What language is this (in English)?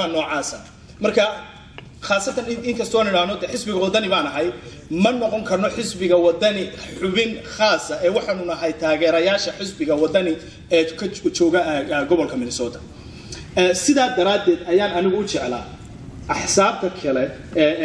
Somali